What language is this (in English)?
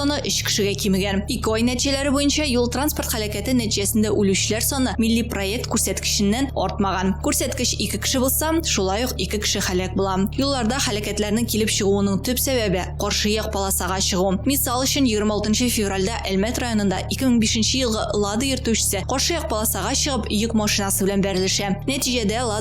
Tatar